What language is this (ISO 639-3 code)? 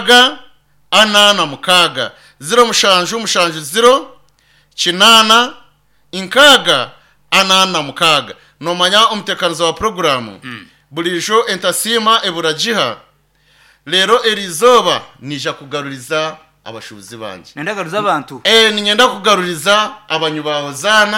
nyn